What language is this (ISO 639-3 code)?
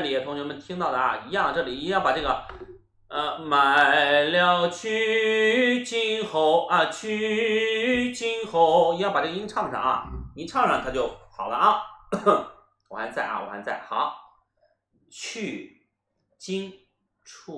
zho